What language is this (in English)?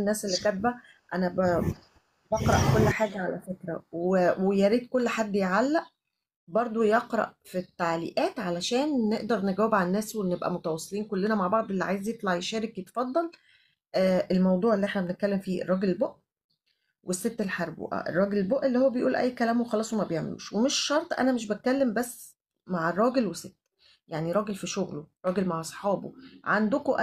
Egyptian Arabic